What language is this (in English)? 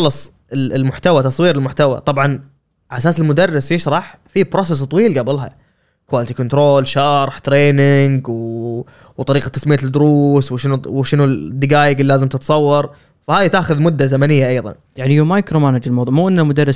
Gulf Arabic